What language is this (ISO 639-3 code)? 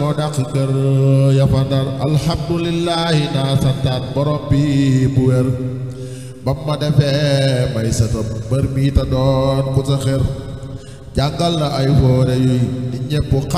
wol